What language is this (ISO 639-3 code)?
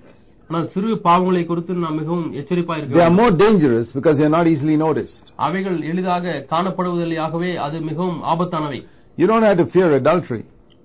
tam